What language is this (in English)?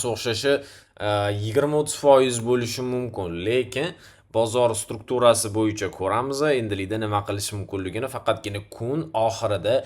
Uzbek